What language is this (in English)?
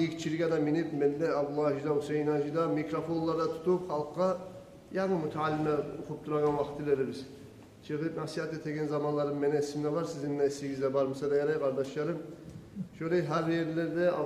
Kumyk